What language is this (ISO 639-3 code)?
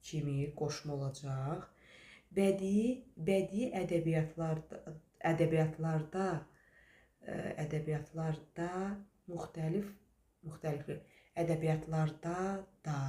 aze